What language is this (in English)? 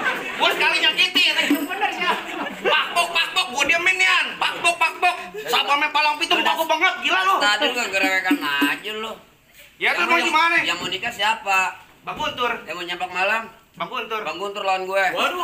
Betawi